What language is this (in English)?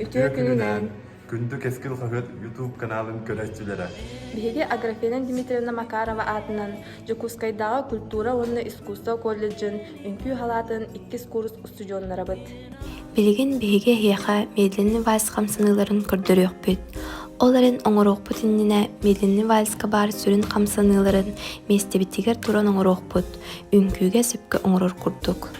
Yakut